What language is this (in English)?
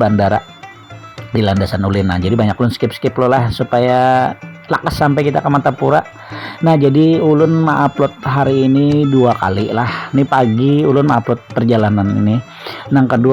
Banjar